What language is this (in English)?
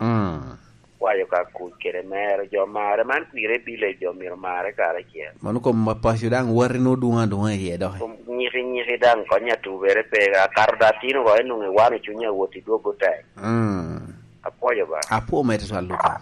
Lango (Uganda)